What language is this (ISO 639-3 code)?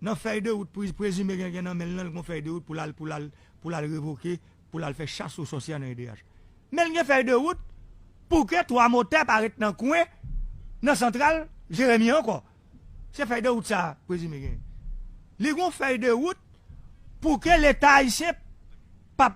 hat